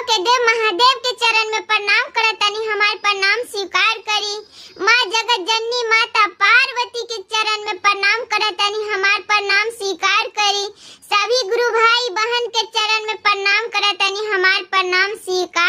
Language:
Bhojpuri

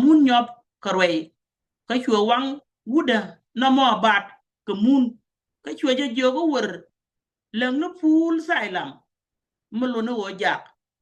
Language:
Nuer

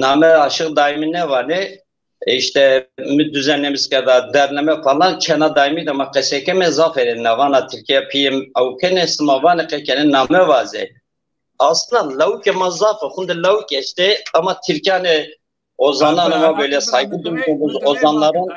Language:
Zaza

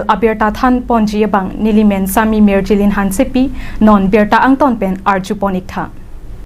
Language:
Karbi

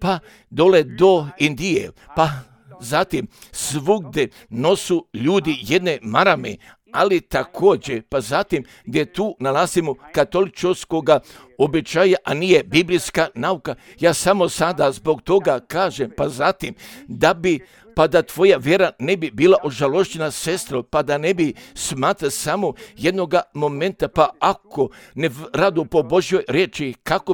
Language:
Serbian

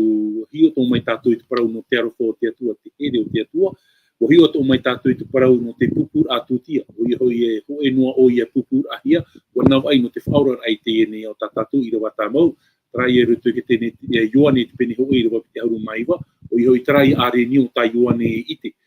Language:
Tahitian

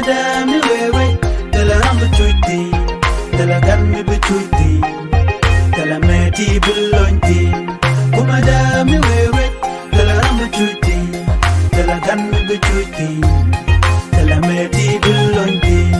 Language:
Nuer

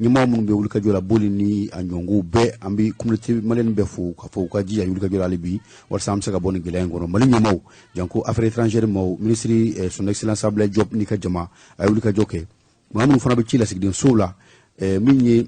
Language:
Bambara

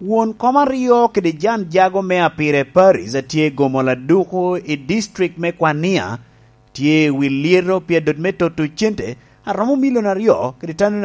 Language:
Lango (Uganda)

